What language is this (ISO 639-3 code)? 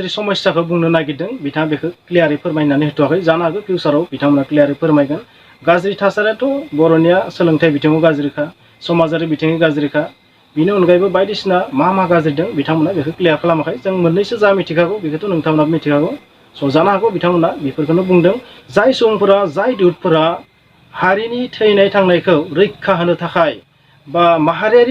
brx